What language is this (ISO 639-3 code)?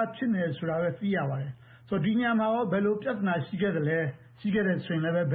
mya